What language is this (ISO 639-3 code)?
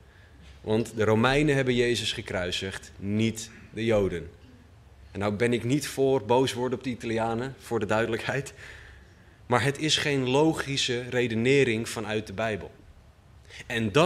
nld